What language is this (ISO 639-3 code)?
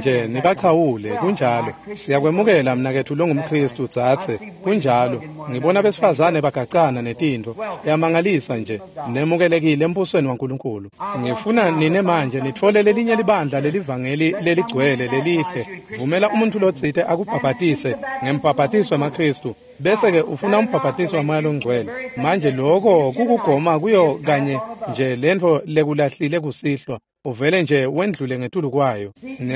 ssw